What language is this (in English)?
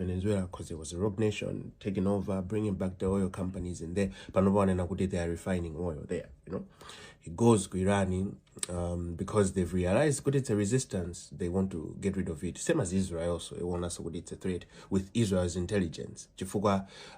Nyanja